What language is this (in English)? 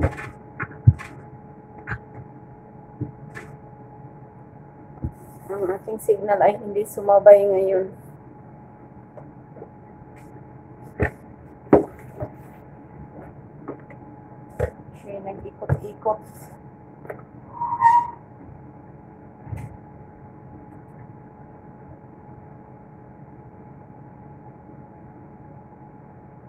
Filipino